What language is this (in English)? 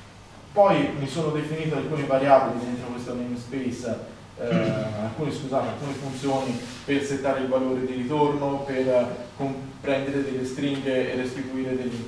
Italian